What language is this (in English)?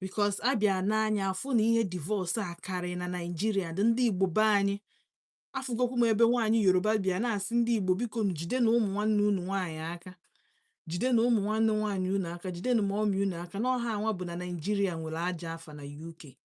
Igbo